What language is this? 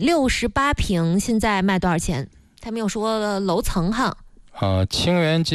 Chinese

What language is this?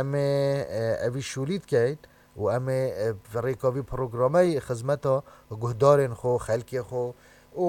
Kurdish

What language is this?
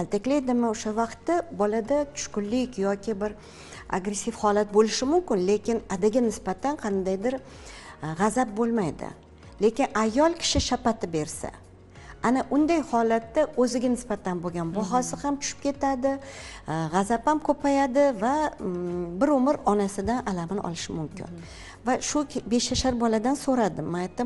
Uzbek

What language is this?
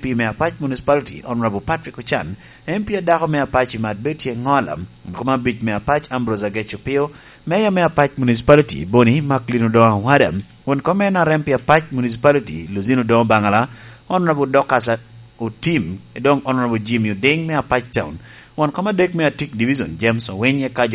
Lango (Uganda)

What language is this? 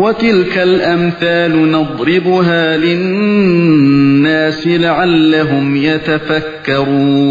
Uyghur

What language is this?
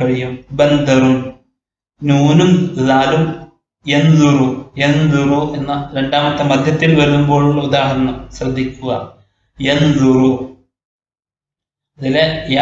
Malayalam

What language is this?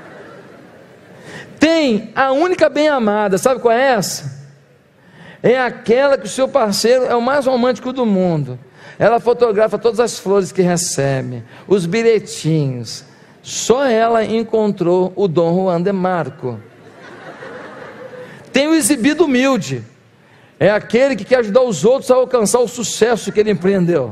Portuguese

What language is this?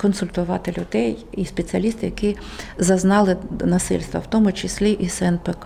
Ukrainian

